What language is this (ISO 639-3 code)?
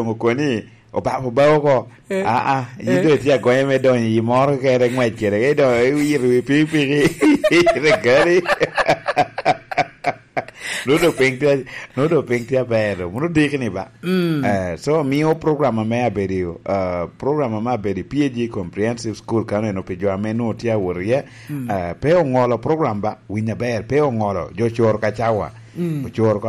laj